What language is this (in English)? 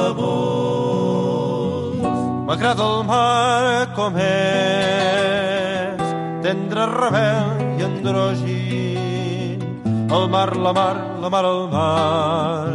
Catalan